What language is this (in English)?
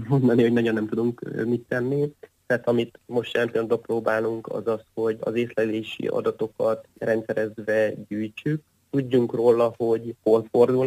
Hungarian